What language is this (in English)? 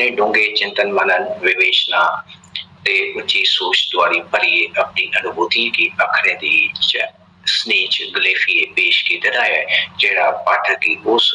Dogri